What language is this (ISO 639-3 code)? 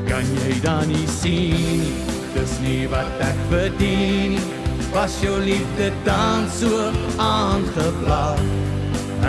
afr